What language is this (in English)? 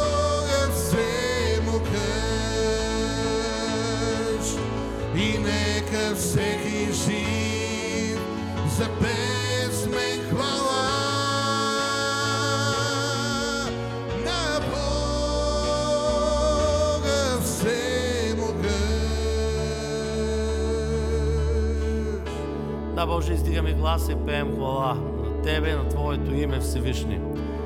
Bulgarian